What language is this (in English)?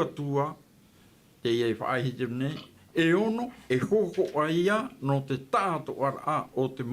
Tahitian